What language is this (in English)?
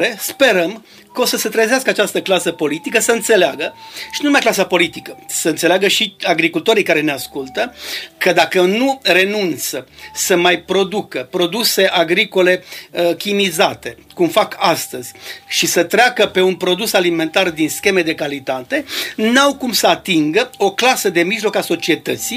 Romanian